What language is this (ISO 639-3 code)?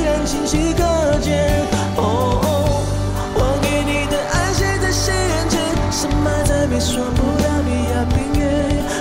zho